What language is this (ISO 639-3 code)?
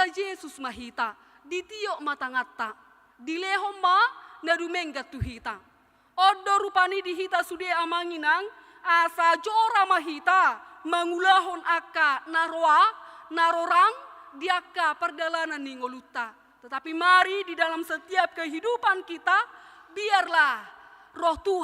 bbc